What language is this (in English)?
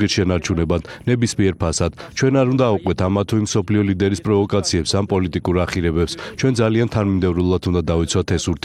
Georgian